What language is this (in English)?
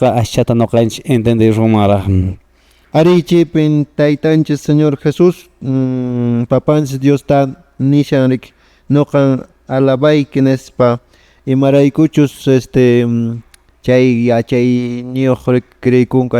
Quechua